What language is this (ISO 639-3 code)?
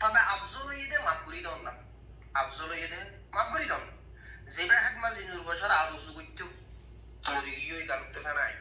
rhg